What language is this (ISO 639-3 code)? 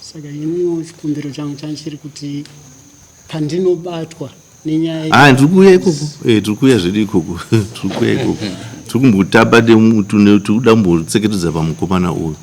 sna